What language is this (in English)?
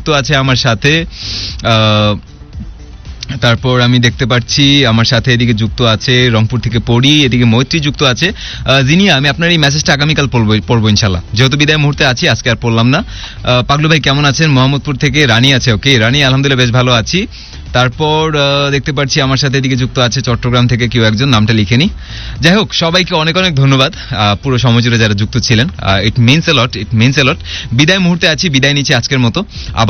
Bangla